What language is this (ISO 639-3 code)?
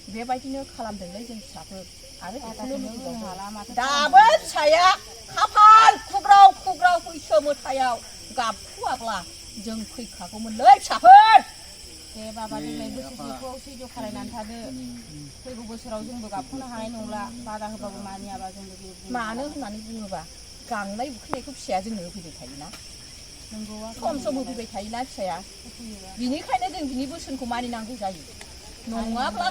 brx